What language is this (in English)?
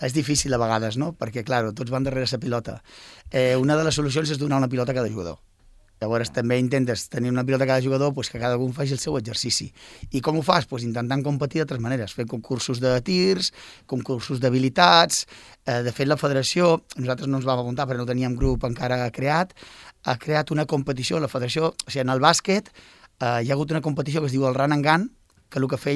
Catalan